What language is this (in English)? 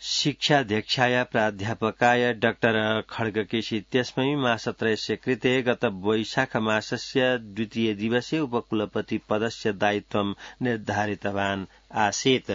Sanskrit